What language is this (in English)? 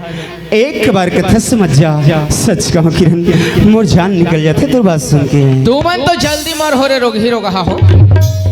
Chhattisgarhi